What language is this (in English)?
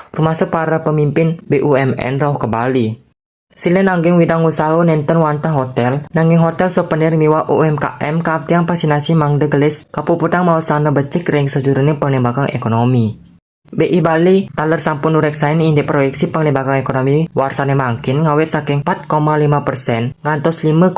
Balinese